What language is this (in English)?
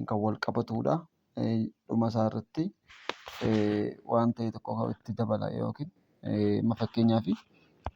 Oromo